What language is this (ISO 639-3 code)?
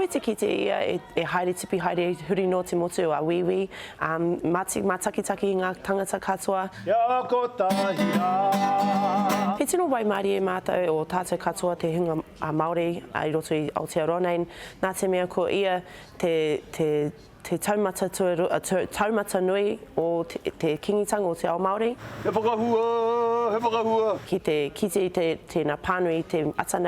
mri